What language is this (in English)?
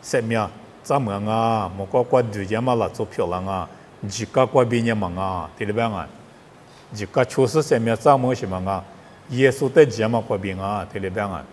Lisu